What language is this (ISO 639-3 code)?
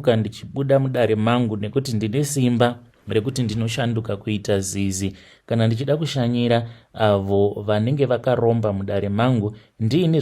sna